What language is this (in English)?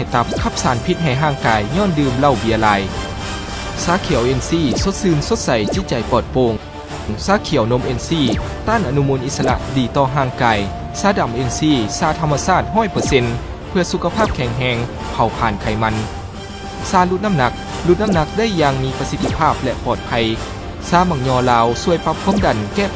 Lao